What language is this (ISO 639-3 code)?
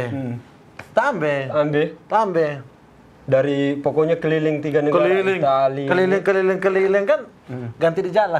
xmm